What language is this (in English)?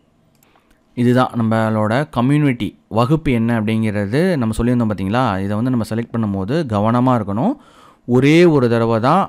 Tamil